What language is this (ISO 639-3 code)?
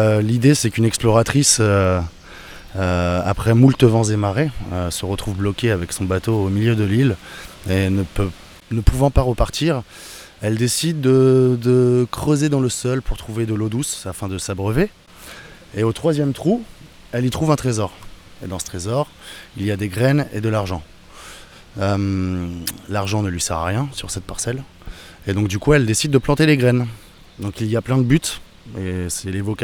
fra